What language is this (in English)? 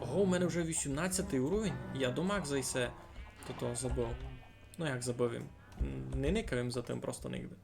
Rusyn